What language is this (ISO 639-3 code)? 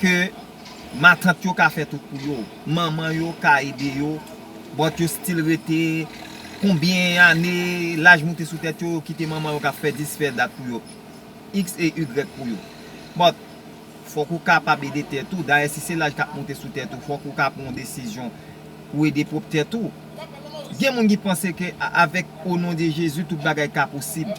hat